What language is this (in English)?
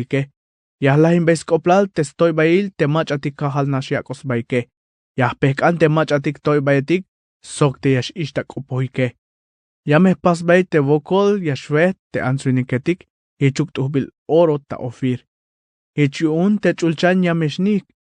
Tzeltal